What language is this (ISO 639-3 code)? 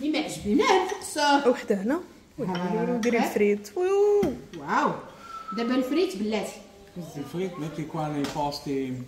ary